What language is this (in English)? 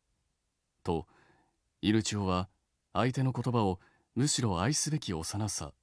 Japanese